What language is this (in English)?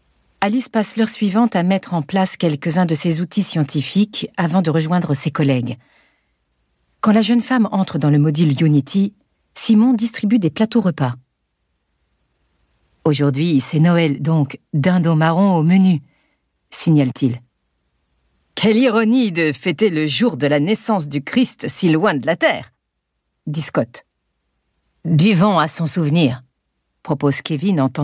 French